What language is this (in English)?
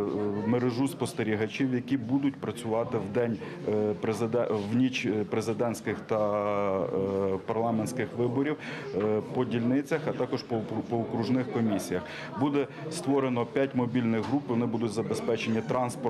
Ukrainian